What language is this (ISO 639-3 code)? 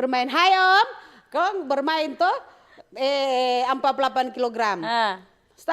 xmm